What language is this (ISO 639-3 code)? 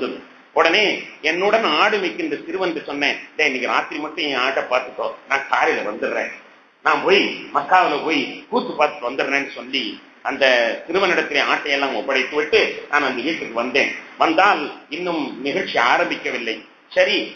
tam